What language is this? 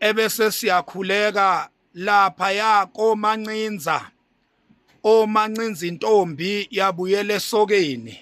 Zulu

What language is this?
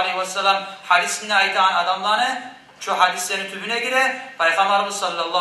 Kumyk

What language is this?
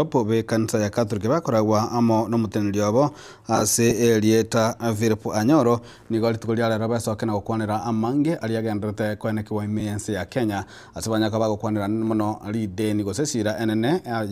Gusii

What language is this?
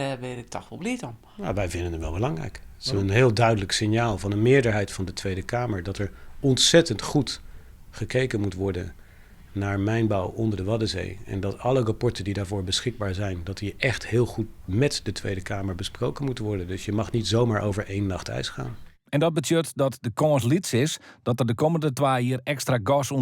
Western Frisian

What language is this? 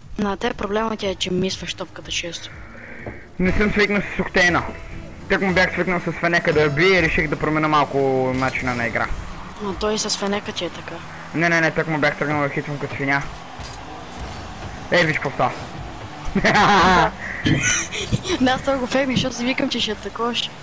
Bulgarian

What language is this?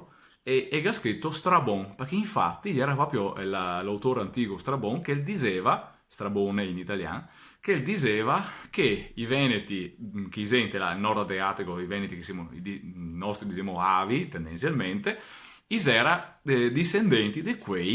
Venetian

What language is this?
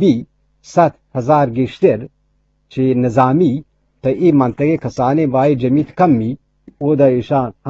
Eastern Balochi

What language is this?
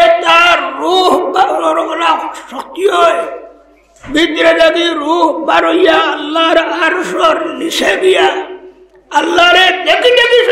Sylheti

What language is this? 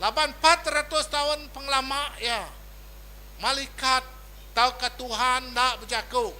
Iban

